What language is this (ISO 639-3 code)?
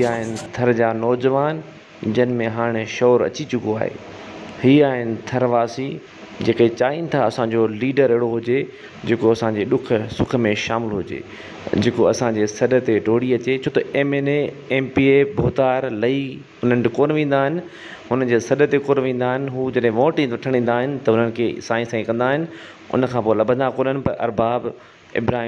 snd